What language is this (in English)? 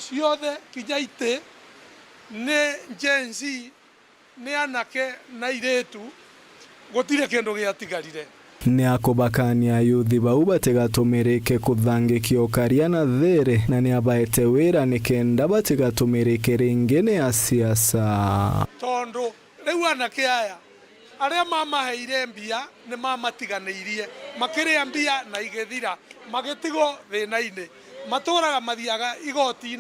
Meru